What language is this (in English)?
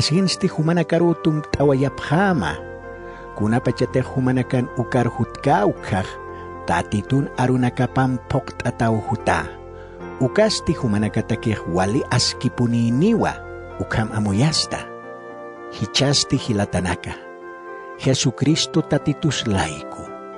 Aymara